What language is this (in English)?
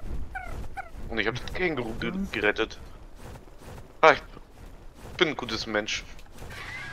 German